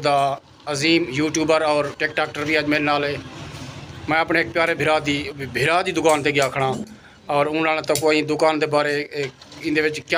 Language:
Saraiki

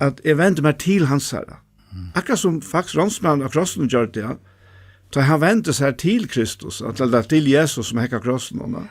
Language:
Faroese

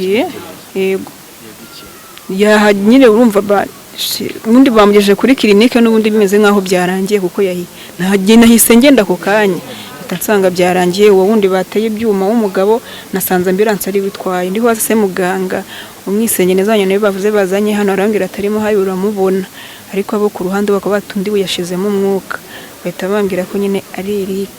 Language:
Kinyarwanda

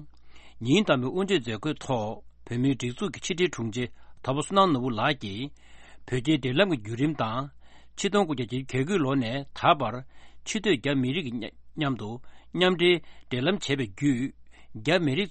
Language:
Tibetan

